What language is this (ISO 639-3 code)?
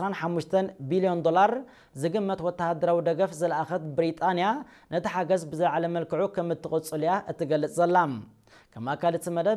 tir